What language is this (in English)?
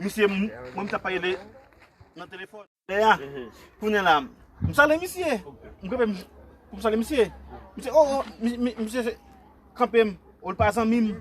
Haitian Creole